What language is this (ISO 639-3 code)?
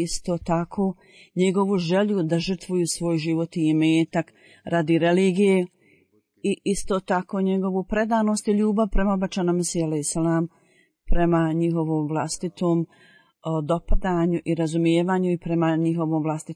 bos